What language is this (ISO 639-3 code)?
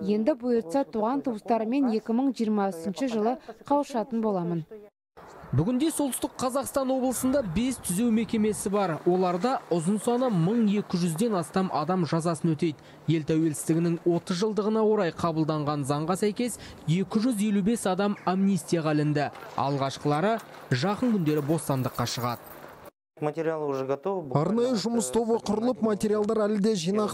kaz